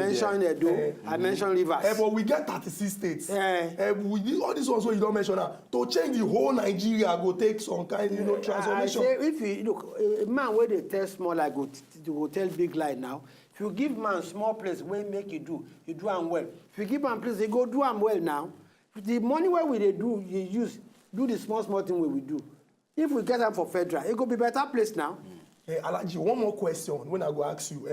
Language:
Nigerian Pidgin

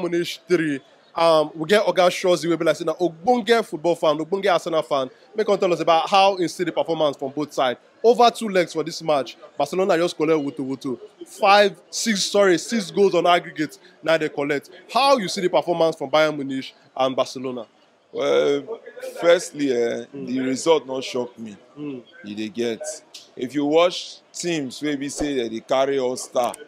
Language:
Nigerian Pidgin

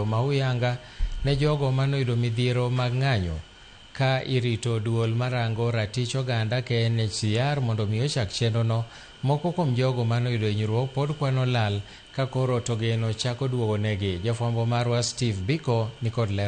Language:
Luo (Kenya and Tanzania)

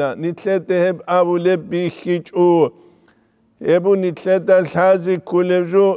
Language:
Avaric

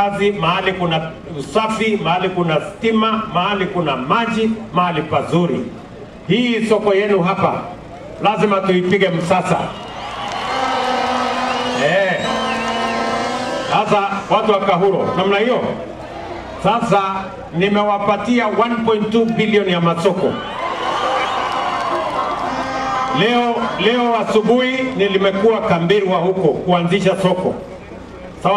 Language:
Swahili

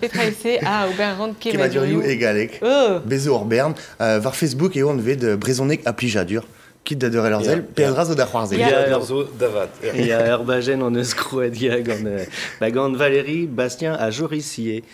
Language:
Breton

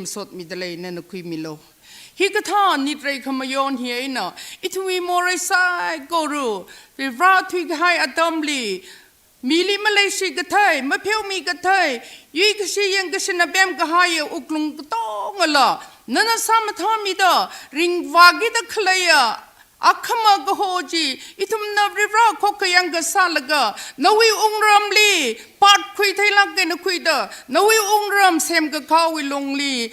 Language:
Tangkhul Naga (India)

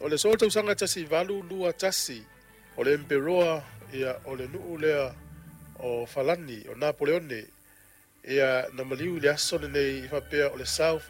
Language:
Samoan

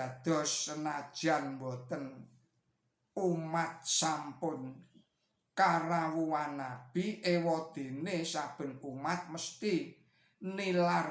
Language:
Javanese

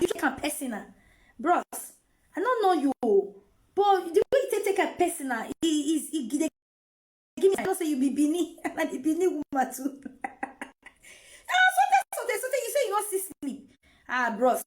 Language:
Nigerian Pidgin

